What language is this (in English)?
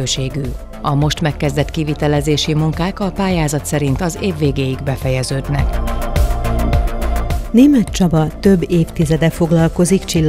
Hungarian